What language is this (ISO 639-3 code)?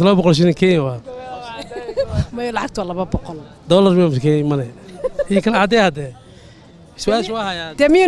som